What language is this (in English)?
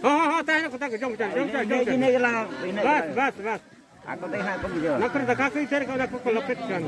Santali